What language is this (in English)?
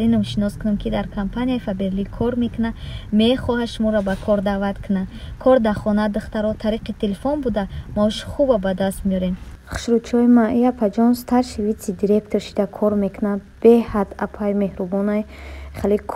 Tajik